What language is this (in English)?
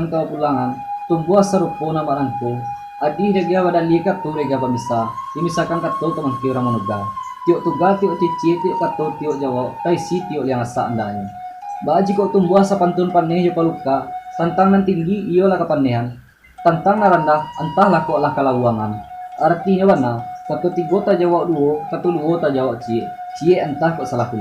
Minangkabau